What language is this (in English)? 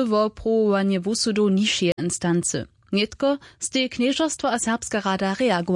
Upper Sorbian